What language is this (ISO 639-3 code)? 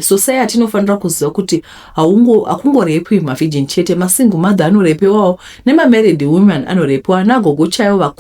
sna